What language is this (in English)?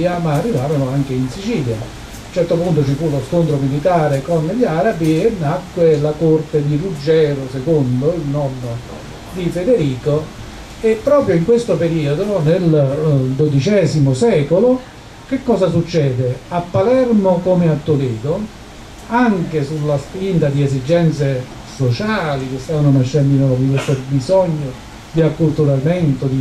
Italian